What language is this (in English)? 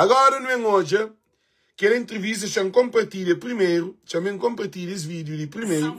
Kabuverdianu